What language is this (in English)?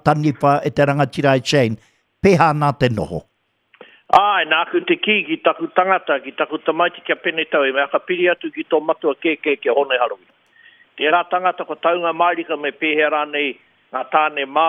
Māori